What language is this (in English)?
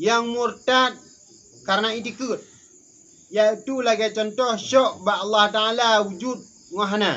Achinese